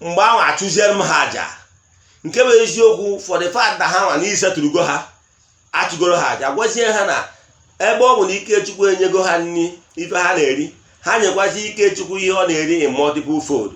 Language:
Igbo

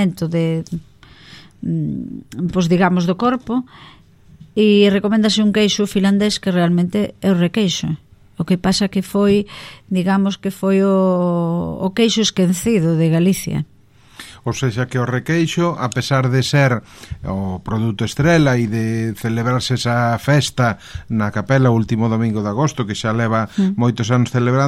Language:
Galician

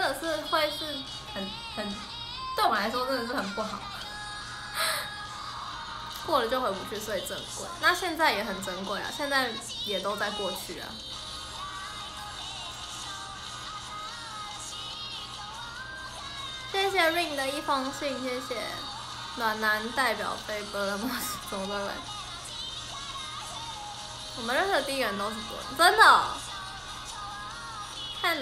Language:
Chinese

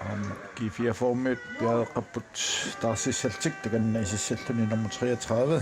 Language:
Kalaallisut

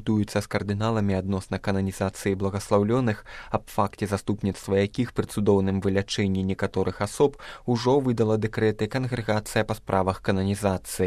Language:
Belarusian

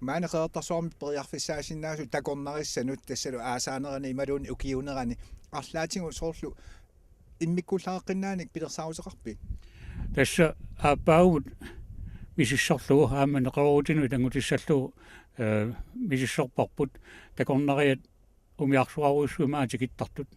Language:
Kalaallisut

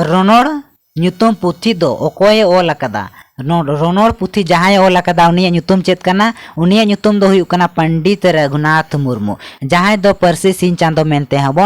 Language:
Santali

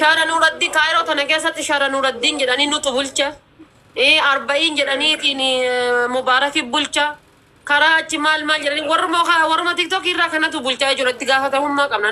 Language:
Oromo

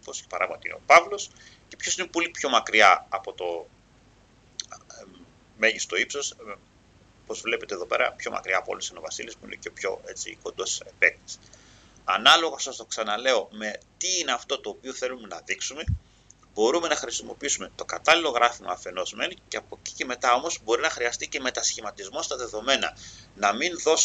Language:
Greek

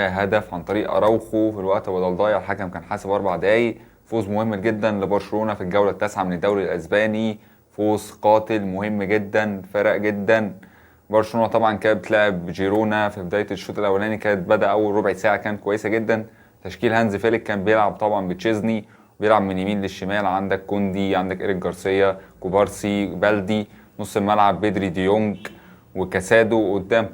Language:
Egyptian Arabic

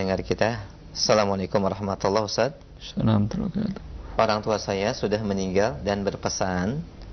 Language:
Indonesian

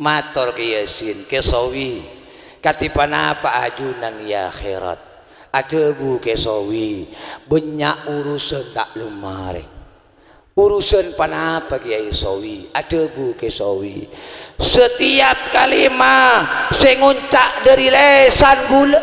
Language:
Madurese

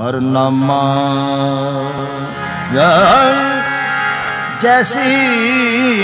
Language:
Punjabi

